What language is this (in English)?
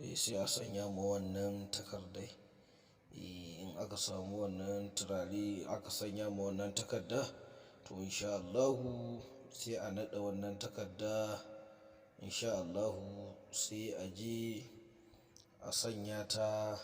Hausa